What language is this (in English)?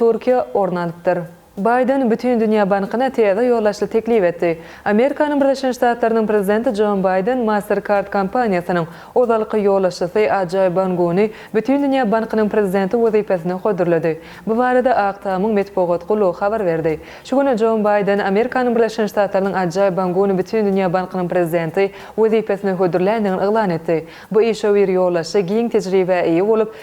Turkmen